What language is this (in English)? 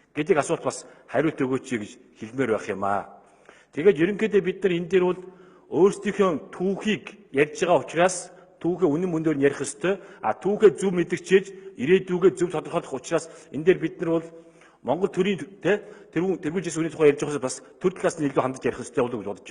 Mongolian